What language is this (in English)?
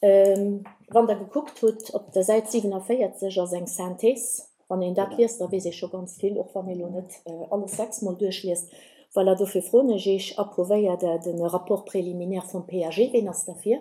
Luxembourgish